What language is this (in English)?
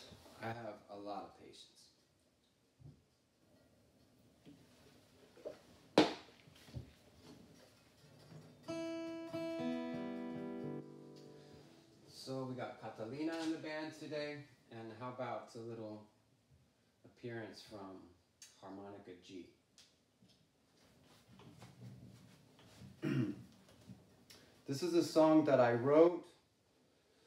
English